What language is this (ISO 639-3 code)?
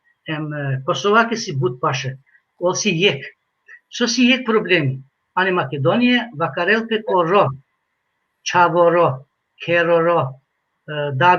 rmn